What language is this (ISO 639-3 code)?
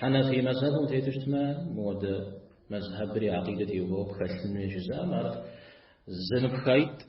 kbd